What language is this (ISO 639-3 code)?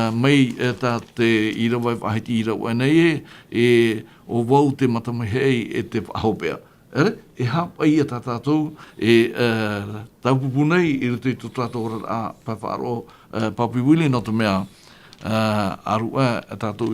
tah